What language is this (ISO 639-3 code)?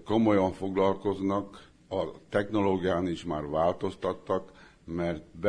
hun